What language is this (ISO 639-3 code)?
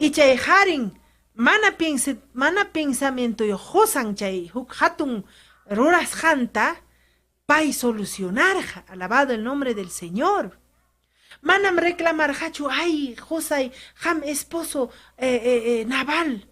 quy